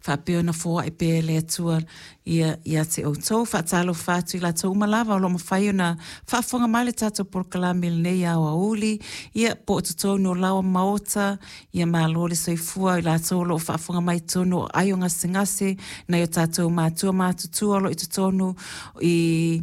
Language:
Samoan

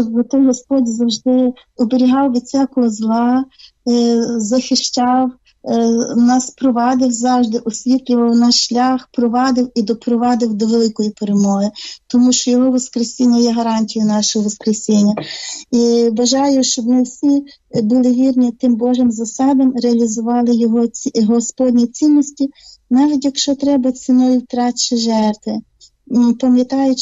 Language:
Ukrainian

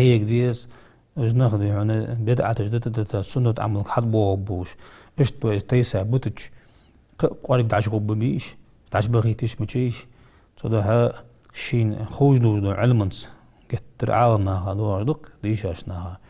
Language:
Ingush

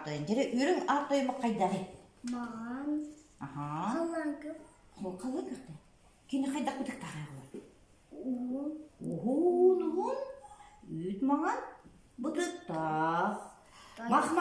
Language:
Yakut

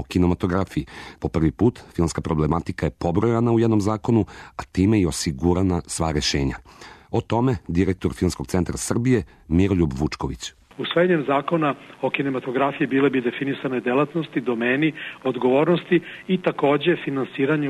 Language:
Serbian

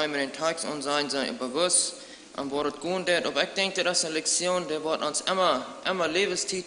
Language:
Plautdietsch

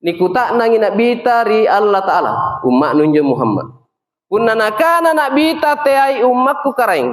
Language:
Makasar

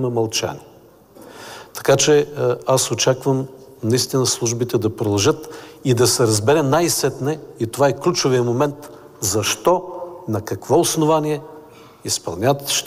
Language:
Bulgarian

